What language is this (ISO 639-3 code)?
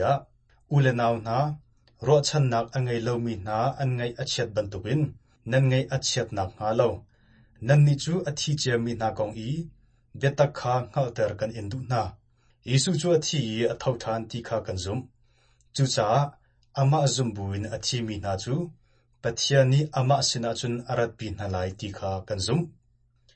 cnh